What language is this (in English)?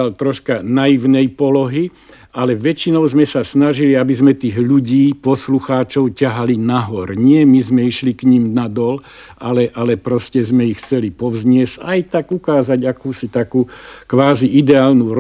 Slovak